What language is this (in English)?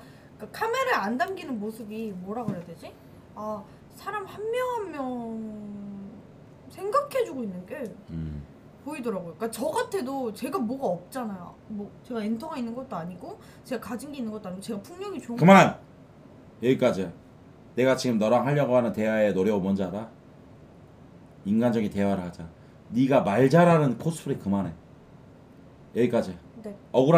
Korean